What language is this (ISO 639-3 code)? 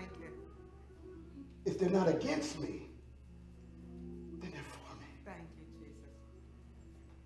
eng